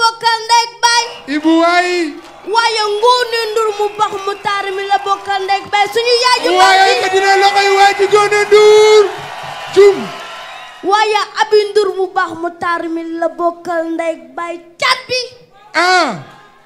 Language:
Wolof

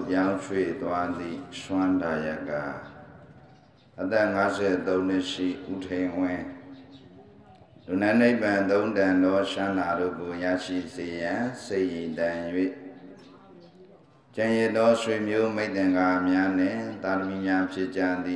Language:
Burmese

